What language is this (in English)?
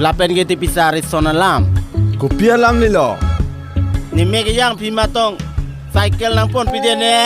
Karbi